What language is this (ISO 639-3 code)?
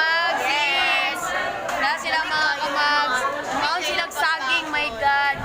ceb